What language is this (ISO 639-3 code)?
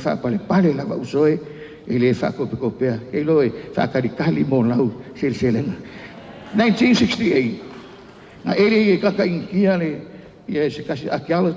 smo